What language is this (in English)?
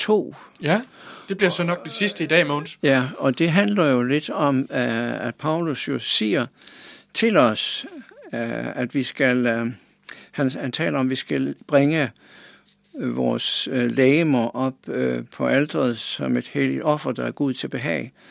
Danish